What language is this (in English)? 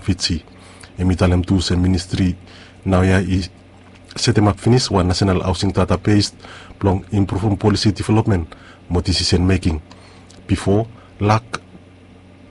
Bislama